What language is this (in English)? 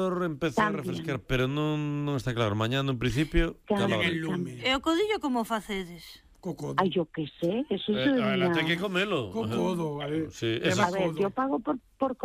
Galician